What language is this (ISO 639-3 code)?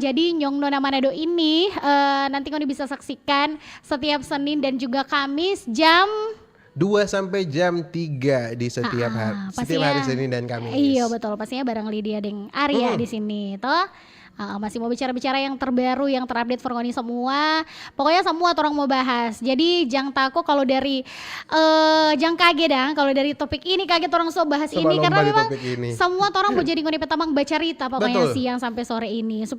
xmm